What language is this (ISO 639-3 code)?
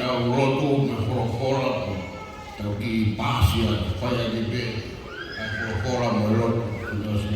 ton